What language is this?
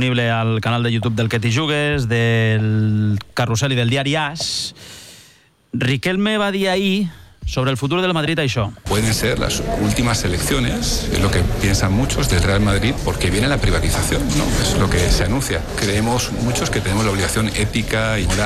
Catalan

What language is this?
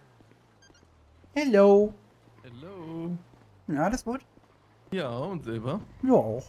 German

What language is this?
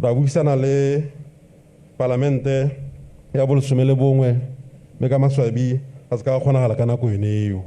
Tswana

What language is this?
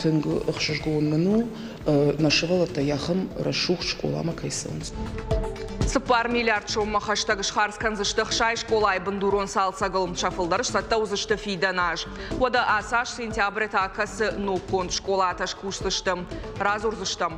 Ossetic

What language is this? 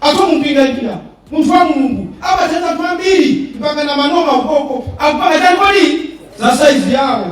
Nyanja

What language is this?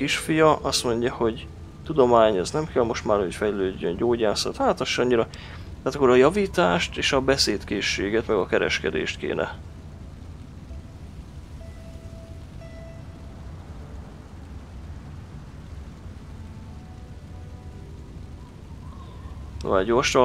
Hungarian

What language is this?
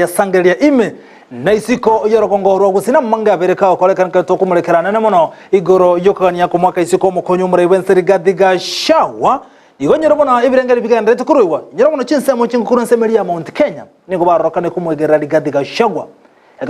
Gusii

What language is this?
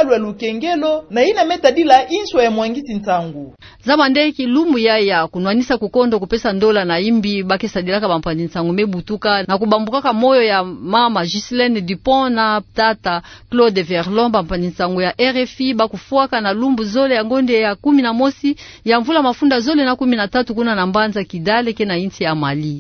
Kituba (Democratic Republic of Congo)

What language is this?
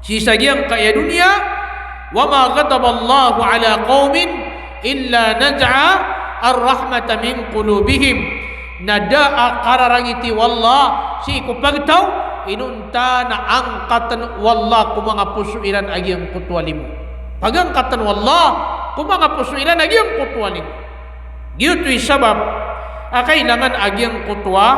Maranao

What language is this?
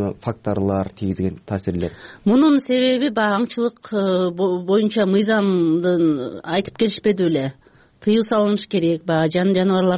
Kyrgyz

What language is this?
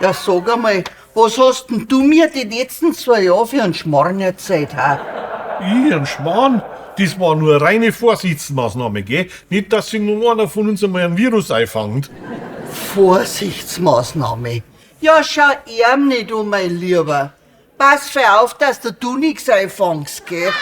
Bavarian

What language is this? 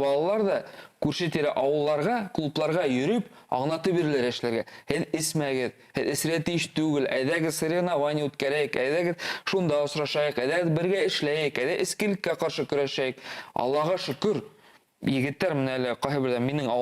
Bashkir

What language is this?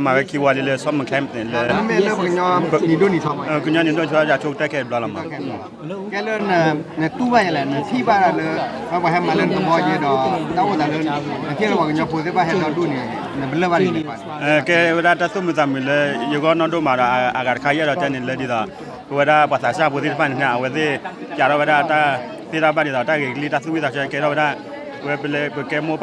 S'gaw Karen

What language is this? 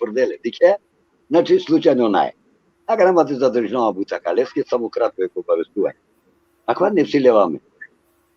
Balkan Romani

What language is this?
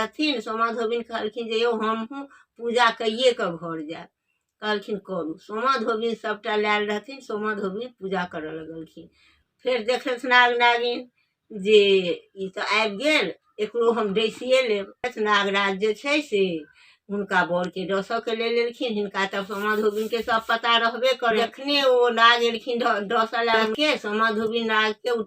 Maithili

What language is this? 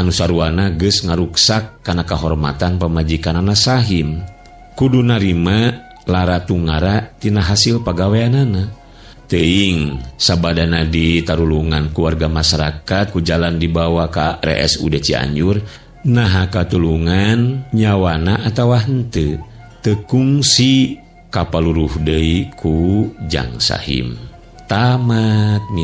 Sundanese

